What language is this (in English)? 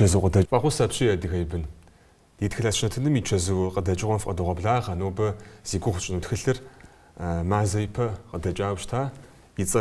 Kabardian